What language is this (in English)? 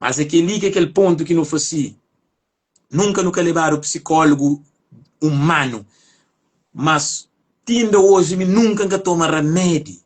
Kabuverdianu